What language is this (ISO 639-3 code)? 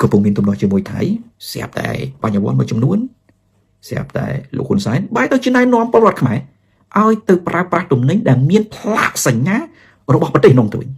khm